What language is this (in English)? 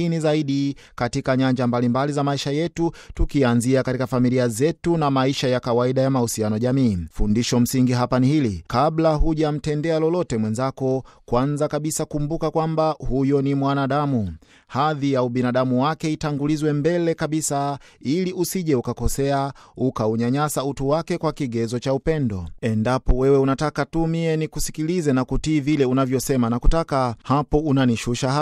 Swahili